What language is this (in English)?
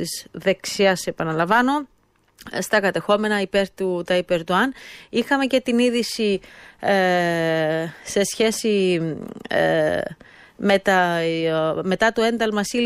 Greek